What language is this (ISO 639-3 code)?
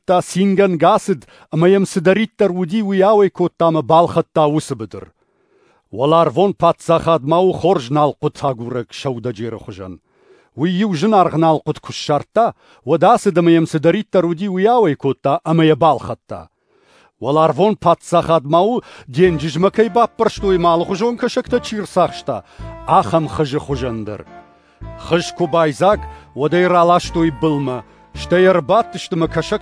oss